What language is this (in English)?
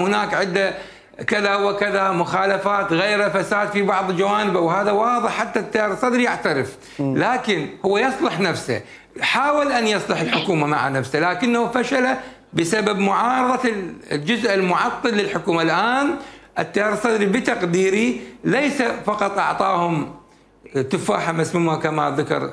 Mesopotamian Arabic